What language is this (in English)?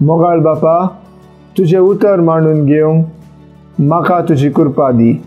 Konkani